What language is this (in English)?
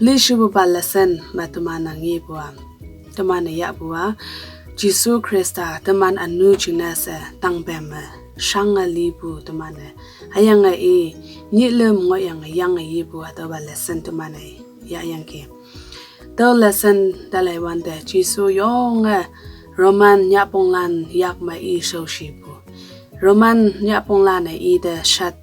Konyak Naga